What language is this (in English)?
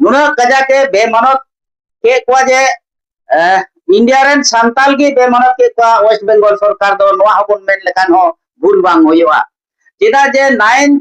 Santali